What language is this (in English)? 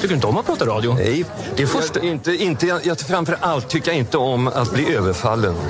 Swedish